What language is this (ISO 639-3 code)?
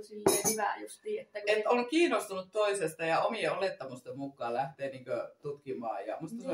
fin